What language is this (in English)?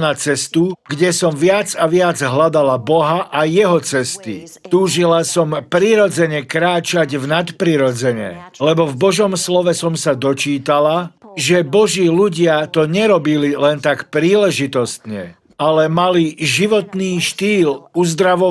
Slovak